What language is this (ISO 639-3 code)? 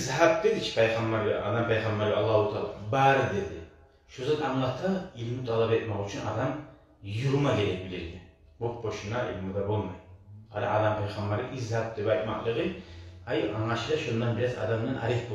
kum